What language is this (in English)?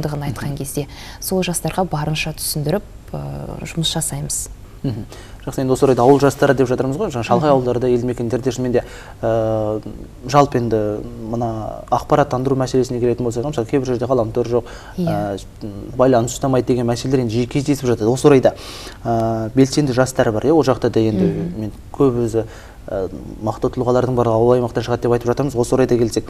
Kazakh